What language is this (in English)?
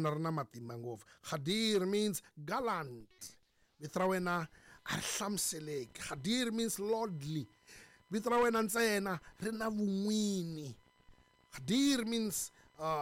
Tsonga